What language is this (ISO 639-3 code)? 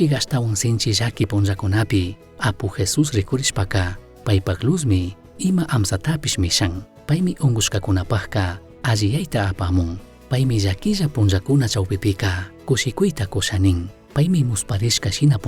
qug